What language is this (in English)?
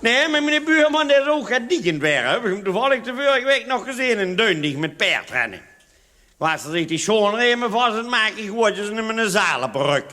Limburgish